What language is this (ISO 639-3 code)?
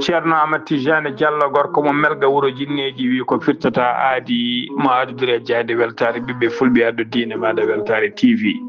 ful